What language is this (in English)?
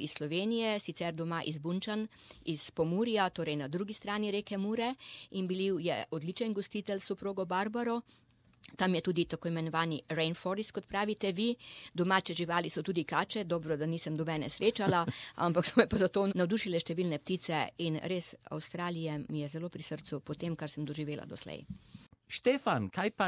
Slovenian